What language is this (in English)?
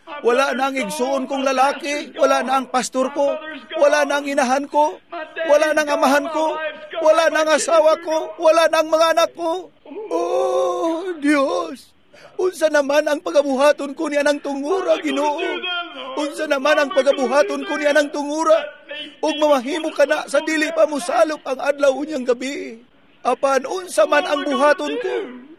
Cebuano